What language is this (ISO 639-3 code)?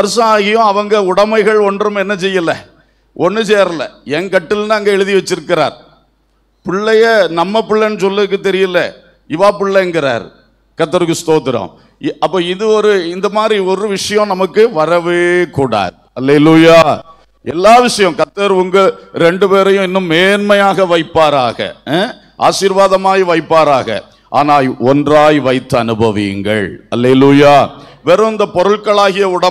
tam